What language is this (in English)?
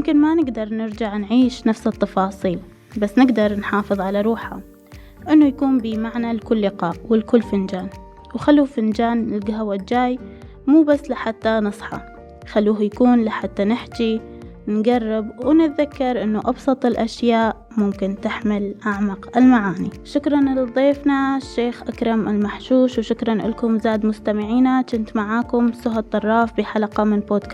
Mesopotamian Arabic